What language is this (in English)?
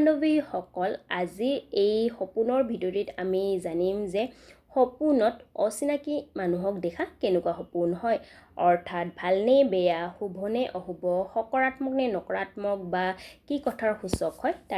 Assamese